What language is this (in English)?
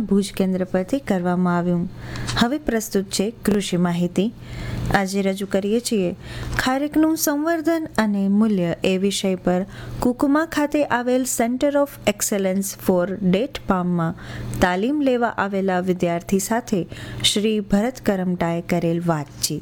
Gujarati